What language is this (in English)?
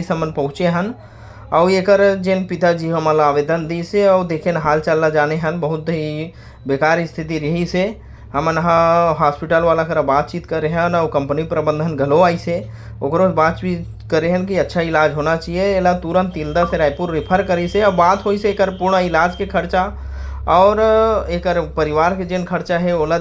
Chhattisgarhi